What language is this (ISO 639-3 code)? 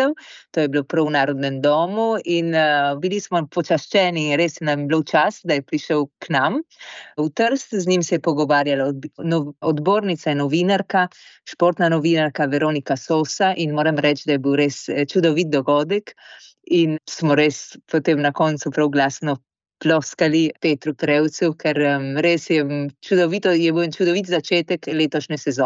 slv